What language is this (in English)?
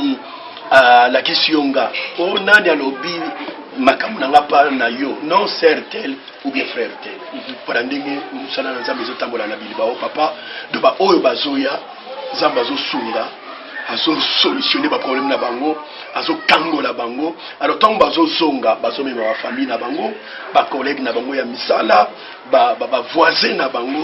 Lingala